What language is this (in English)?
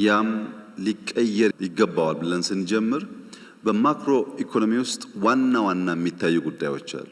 Amharic